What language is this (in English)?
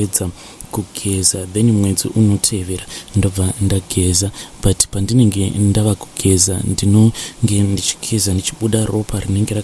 Shona